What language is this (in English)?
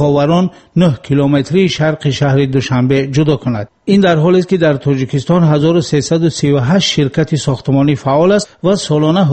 Persian